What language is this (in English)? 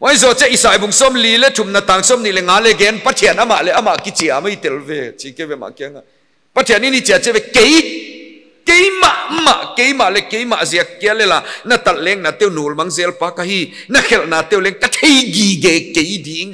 Paite Chin